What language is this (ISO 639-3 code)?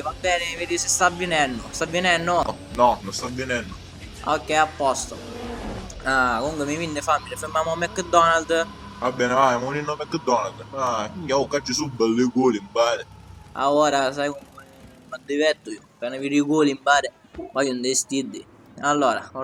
scn